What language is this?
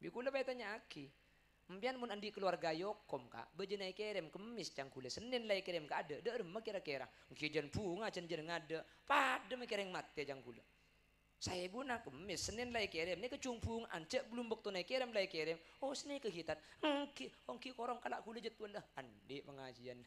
Madurese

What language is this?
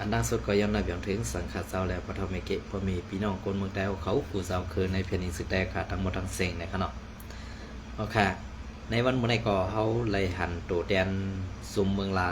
Shan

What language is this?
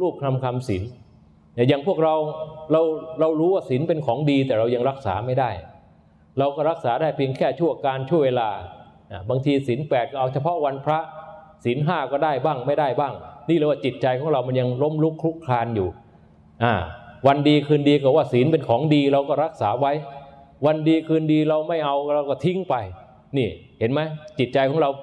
Thai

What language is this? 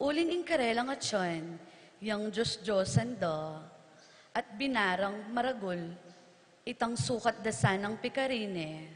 Pampanga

